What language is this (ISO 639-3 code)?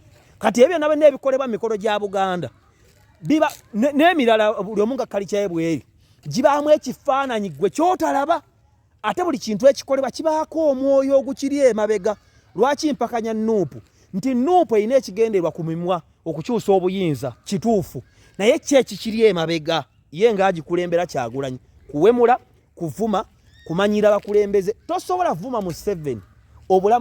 lug